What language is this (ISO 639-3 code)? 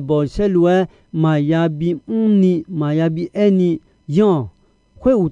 ahk